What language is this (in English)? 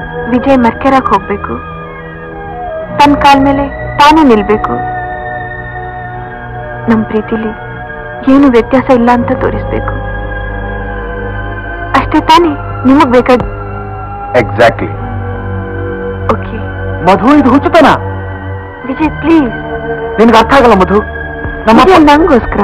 Kannada